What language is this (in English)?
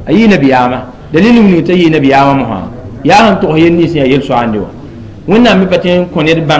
Mossi